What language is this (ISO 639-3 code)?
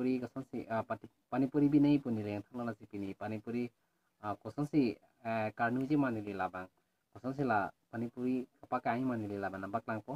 mjw